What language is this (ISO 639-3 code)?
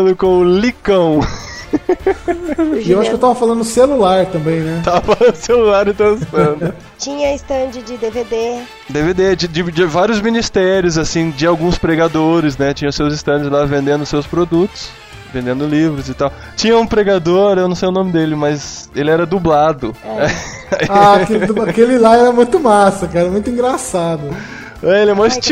por